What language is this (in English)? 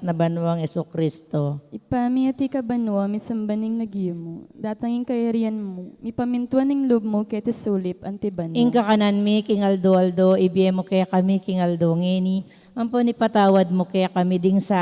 Pampanga